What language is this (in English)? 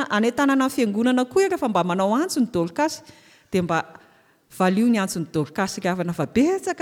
Malagasy